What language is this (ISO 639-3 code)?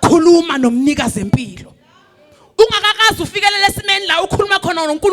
zul